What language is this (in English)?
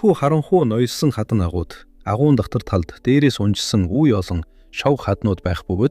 Mongolian